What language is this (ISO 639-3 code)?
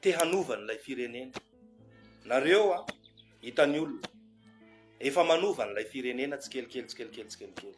mlg